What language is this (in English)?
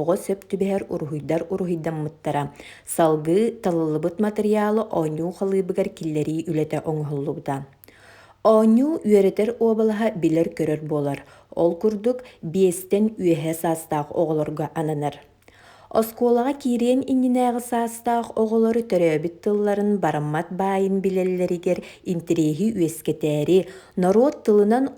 Yakut